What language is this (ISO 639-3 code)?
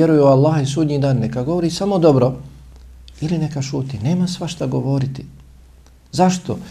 bos